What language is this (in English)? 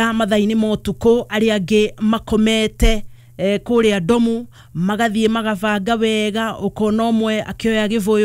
Kikuyu